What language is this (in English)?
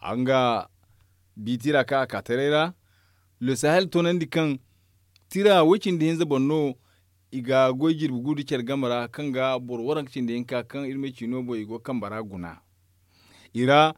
Zarma